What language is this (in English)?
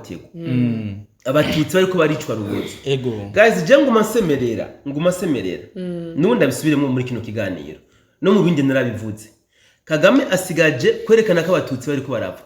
Rundi